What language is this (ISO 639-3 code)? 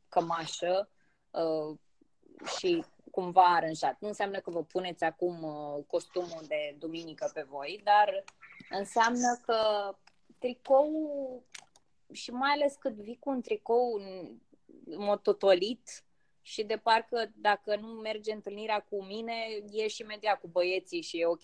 ron